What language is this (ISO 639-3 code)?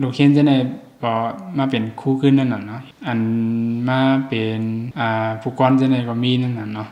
shn